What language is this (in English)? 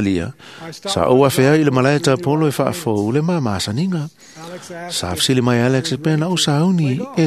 Samoan